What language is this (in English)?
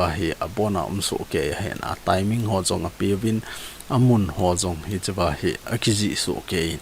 Thado Chin